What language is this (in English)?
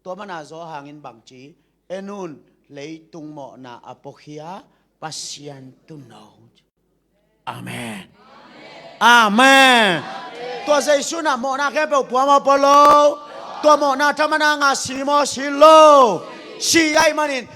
Tedim Chin